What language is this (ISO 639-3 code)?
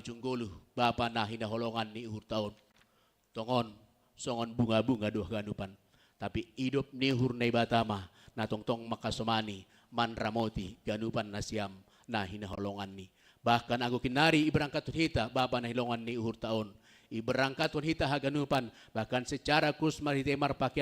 bts